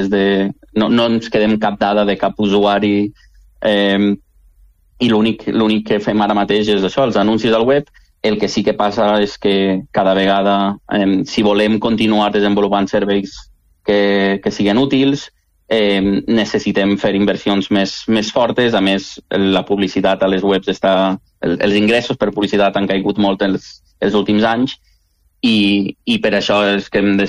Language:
Catalan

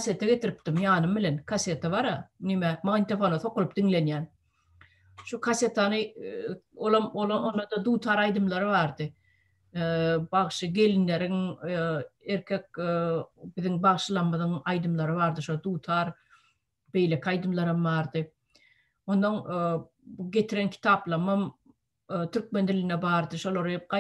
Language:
Turkmen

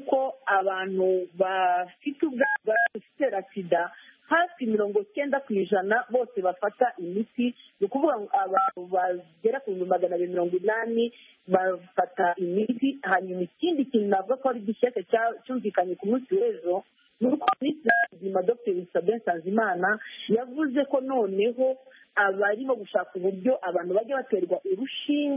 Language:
Kinyarwanda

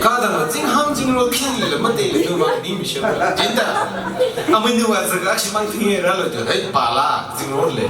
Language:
Tangkhul Naga (India)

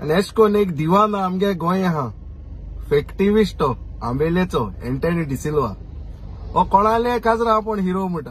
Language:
Konkani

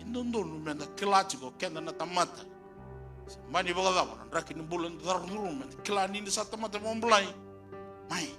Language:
Fijian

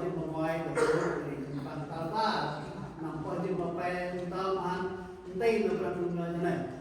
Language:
Central Mnong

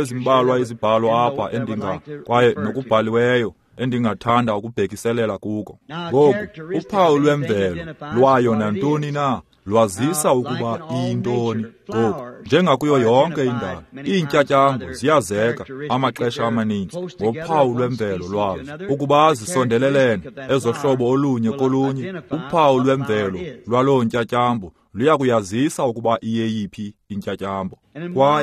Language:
Xhosa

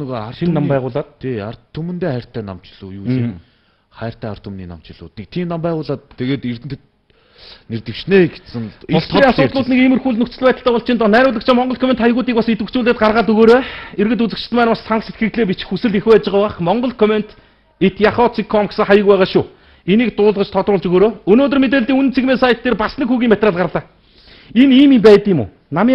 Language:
Mongolian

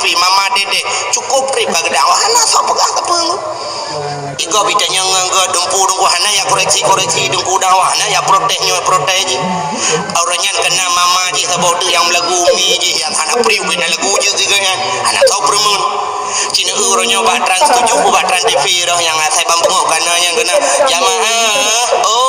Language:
Achinese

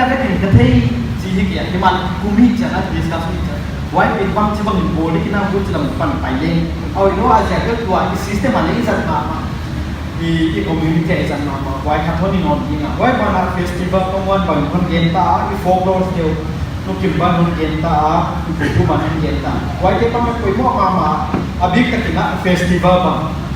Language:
Paite Chin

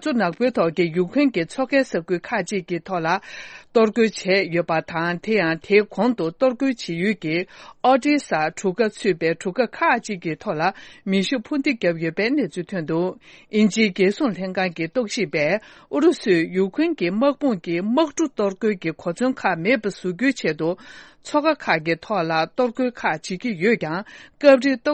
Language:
Tibetan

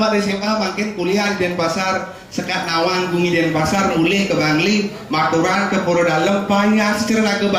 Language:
Balinese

